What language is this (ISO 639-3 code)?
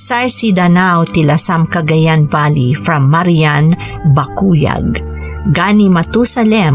ilo